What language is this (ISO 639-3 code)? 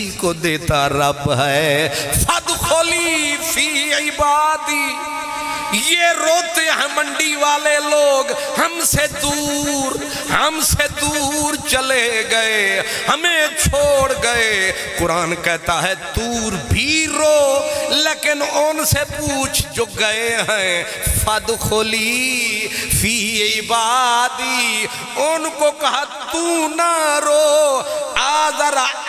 urd